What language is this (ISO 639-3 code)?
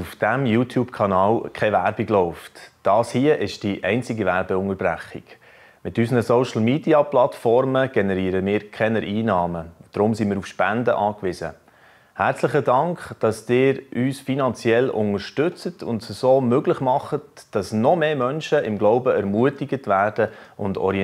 gsw